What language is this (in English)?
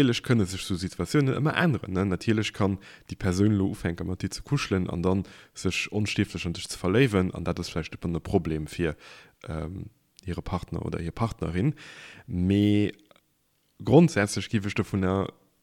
Luxembourgish